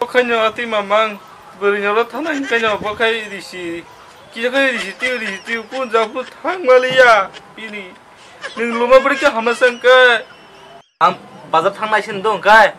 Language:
Kok Borok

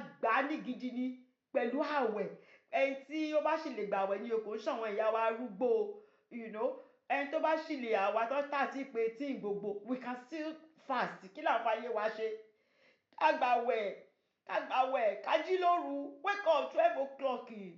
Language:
Yoruba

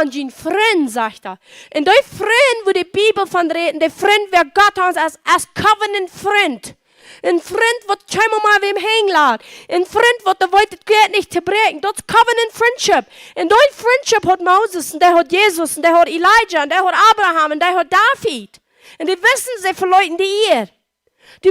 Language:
Plautdietsch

